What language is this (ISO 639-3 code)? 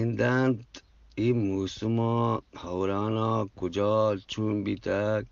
bgp